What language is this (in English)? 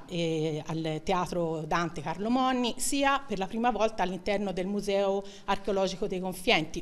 Italian